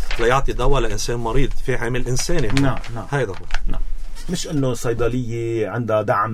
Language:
North Levantine Arabic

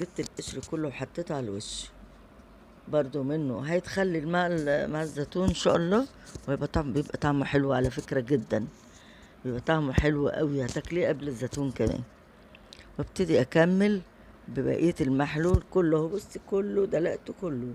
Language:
Egyptian Arabic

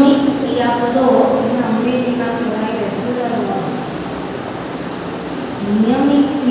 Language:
Gujarati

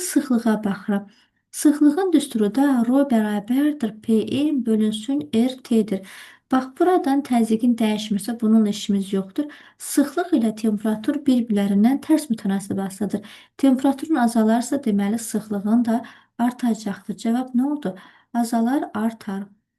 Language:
Azerbaijani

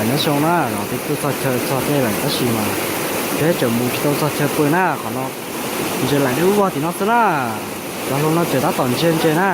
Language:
Hmong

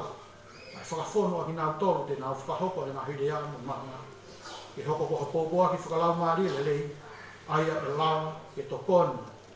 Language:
Tongan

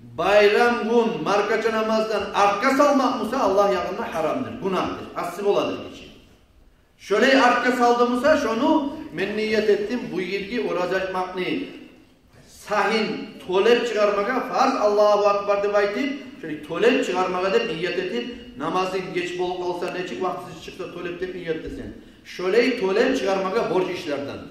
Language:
Kumyk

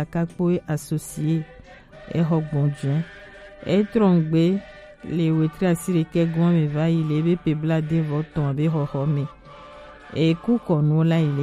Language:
Gen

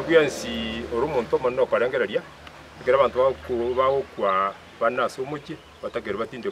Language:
Gusii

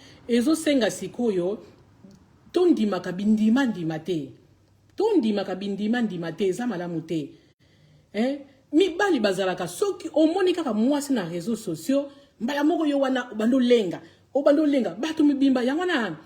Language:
Lingala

